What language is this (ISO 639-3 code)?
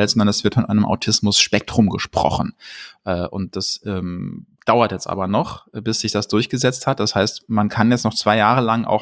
deu